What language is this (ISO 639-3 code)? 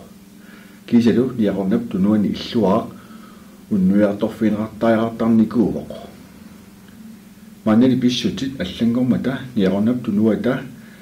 kal